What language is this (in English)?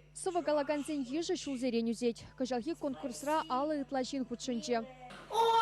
Chuvash